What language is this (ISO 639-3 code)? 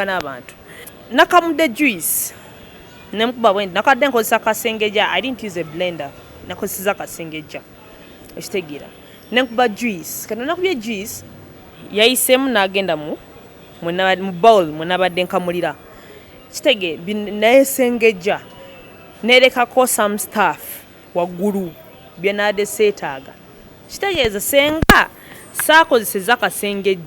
lug